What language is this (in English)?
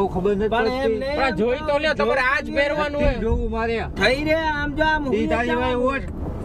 Gujarati